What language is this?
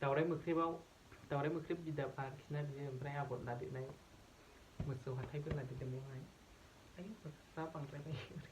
Bodo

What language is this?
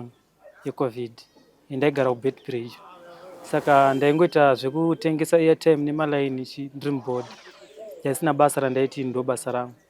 Shona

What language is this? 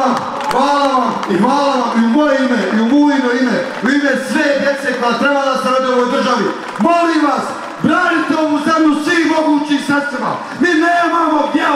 Bosnian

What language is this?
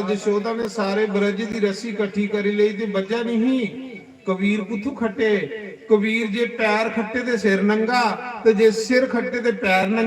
Dogri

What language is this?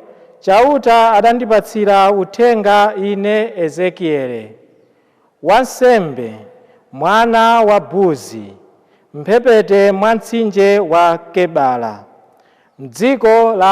Nyanja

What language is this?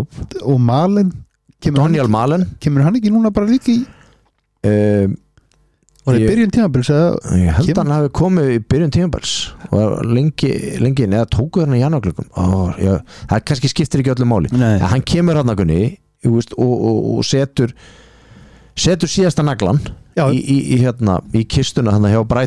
Icelandic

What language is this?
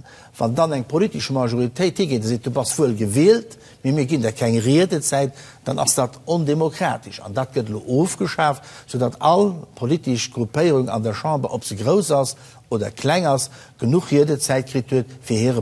Luxembourgish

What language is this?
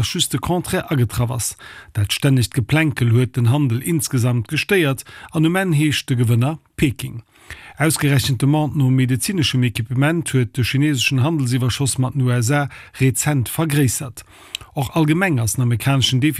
Luxembourgish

